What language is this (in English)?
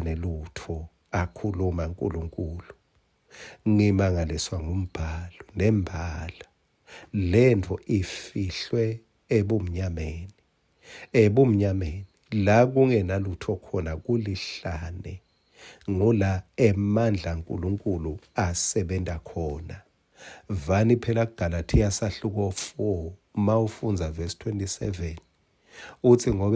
Swati